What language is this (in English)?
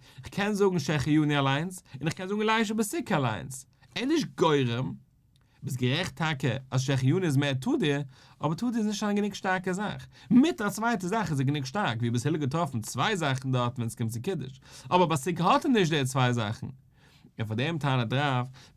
Yiddish